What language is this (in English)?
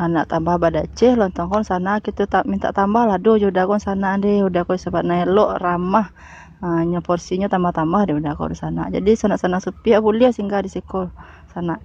Minangkabau